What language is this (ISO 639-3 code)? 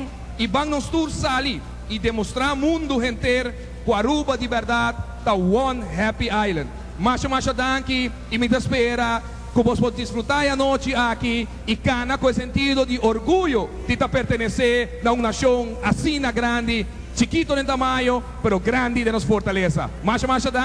pap